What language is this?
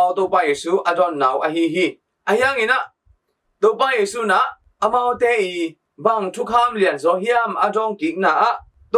Tedim Chin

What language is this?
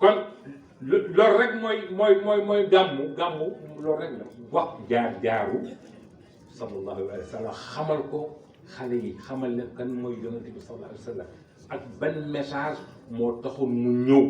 Wolof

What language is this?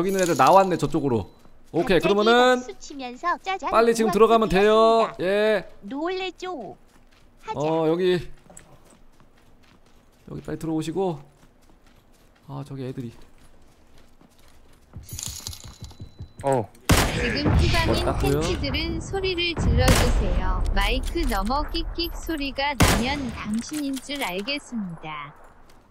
Korean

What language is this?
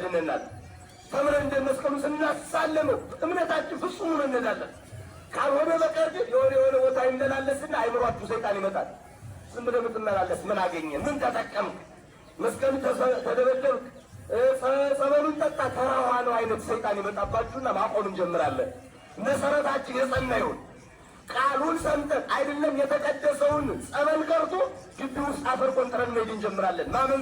Amharic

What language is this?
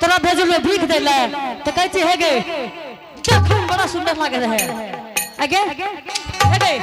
Angika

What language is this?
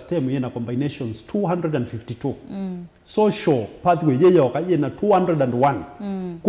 Kamba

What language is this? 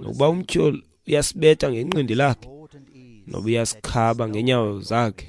Xhosa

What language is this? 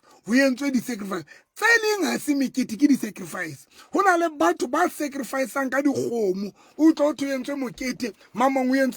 Southern Sotho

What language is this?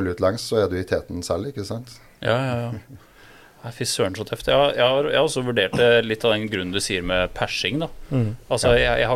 Norwegian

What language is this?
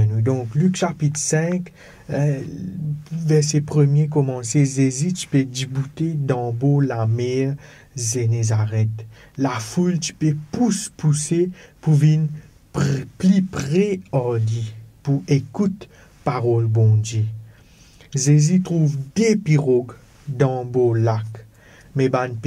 Morisyen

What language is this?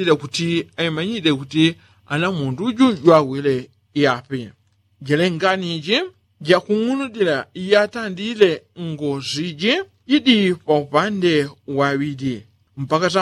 Yao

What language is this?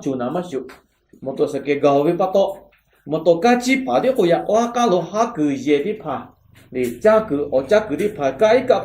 Lahu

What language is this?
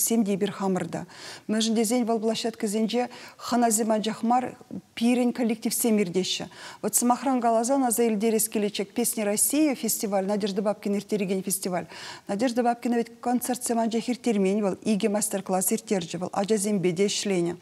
Chuvash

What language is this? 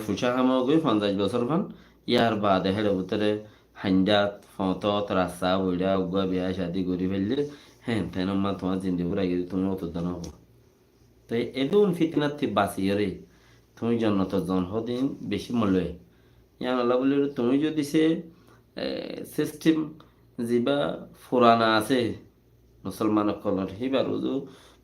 Rohingya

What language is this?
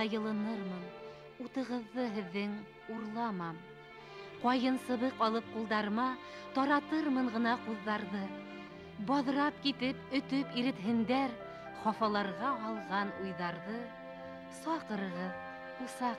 Bashkir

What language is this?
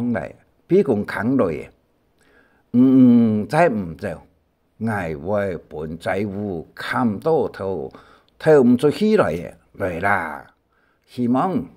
Hakka Chinese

